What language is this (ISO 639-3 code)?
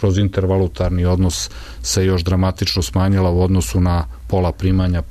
srp